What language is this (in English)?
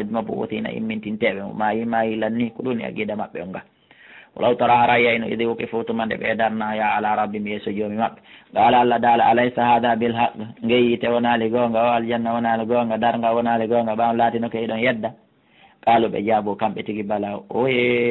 Fula